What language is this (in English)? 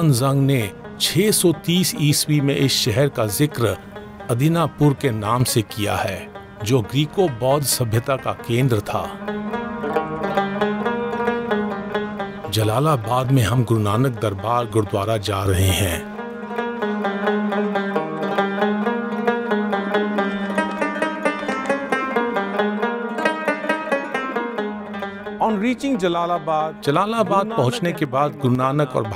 Hindi